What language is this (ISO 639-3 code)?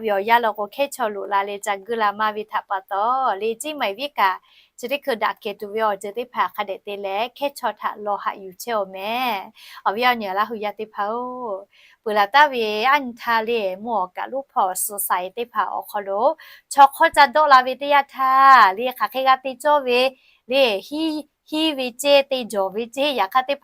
lhu